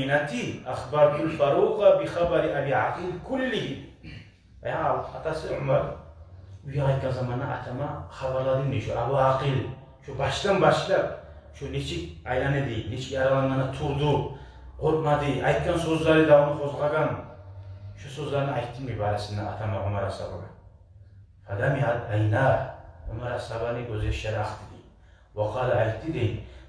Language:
Kumyk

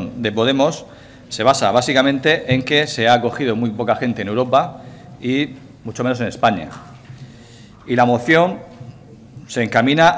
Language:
Spanish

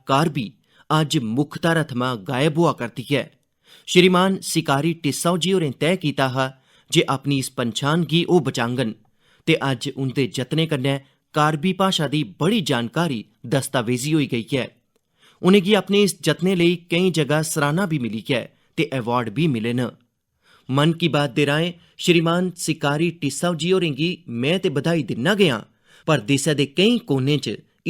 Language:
Dogri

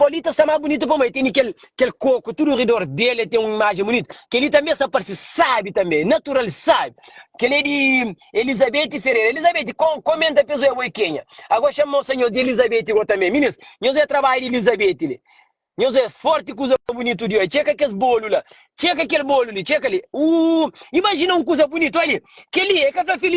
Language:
Kabuverdianu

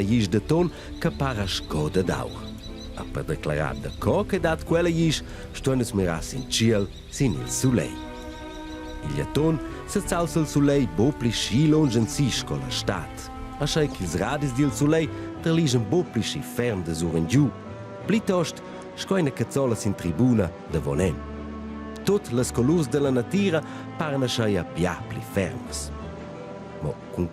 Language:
Romansh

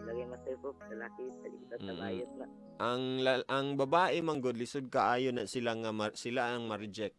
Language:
Cebuano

